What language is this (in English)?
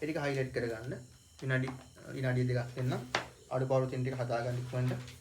Sinhala